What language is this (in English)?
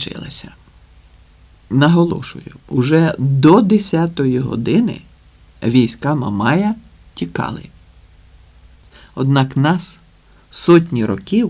Ukrainian